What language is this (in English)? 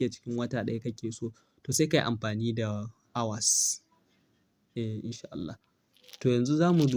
Hausa